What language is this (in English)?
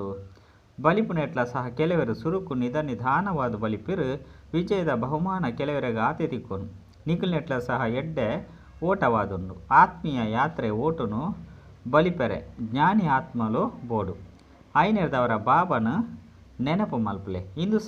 Tulu